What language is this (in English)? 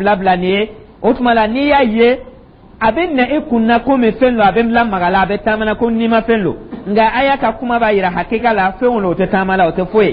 Dyula